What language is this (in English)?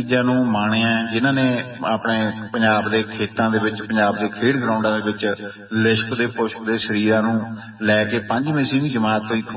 Punjabi